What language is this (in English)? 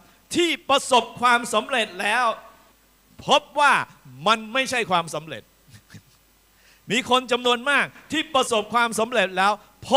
Thai